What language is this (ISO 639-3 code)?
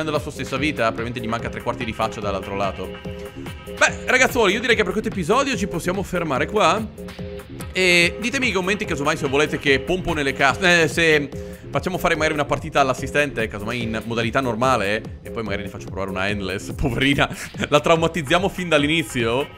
ita